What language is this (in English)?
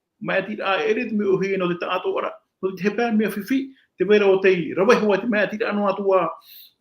Tahitian